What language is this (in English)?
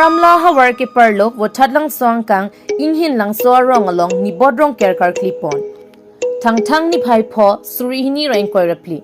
Karbi